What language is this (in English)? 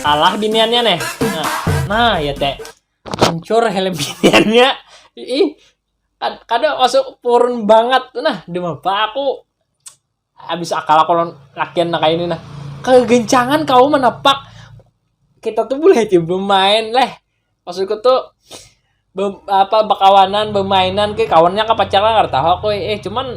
Banjar